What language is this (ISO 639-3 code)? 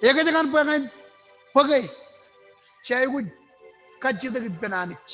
mah